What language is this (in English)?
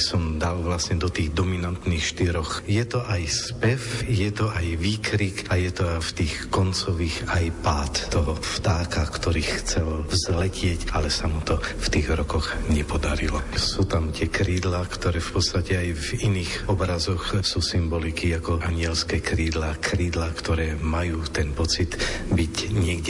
Slovak